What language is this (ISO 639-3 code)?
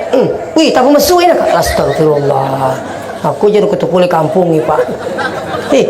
bug